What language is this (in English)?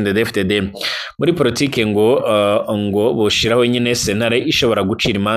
Rundi